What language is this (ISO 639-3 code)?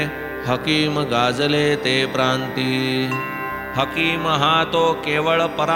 mar